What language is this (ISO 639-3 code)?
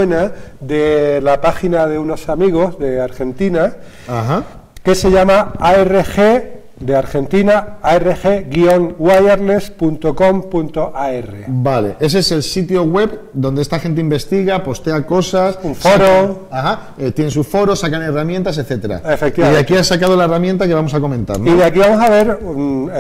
spa